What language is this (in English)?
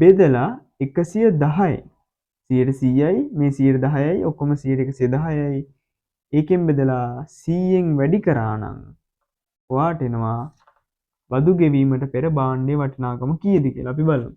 Sinhala